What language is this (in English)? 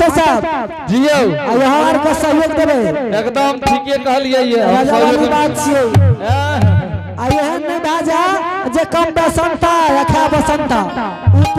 Angika